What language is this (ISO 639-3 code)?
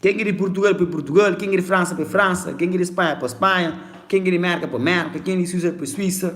kea